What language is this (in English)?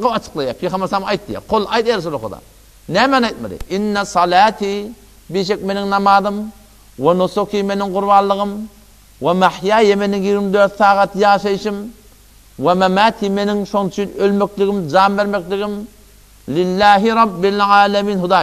Turkmen